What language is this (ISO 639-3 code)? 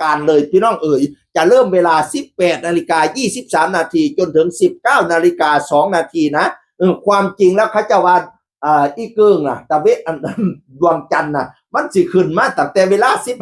tts